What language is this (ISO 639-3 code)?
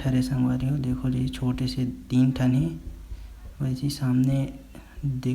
hne